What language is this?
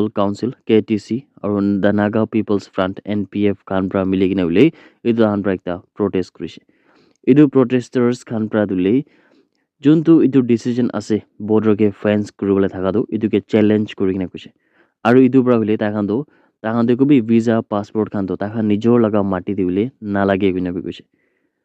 Naga Pidgin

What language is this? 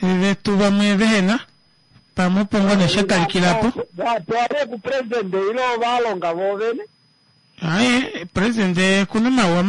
Kuanyama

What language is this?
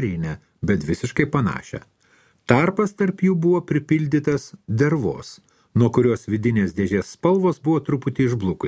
Lithuanian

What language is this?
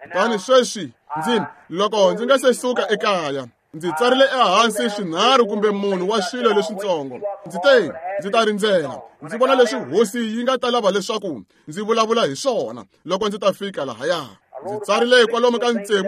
Tsonga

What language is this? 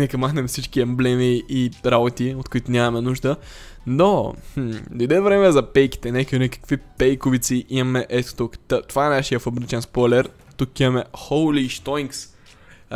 Bulgarian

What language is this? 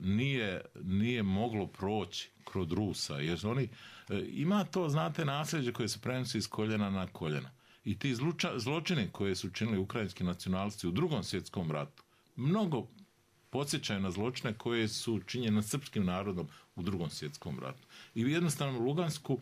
Bosnian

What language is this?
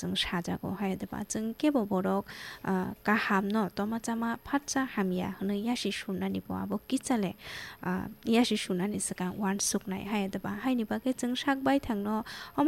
Kok Borok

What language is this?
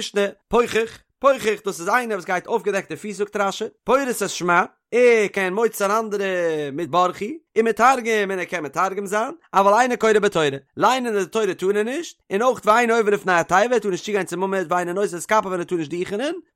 Yiddish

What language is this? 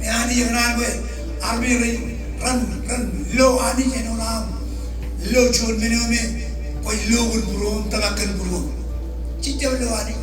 Marshallese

